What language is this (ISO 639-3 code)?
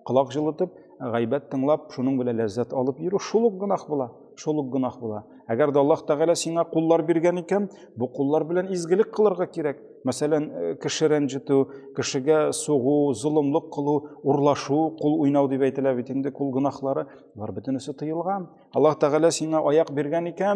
tat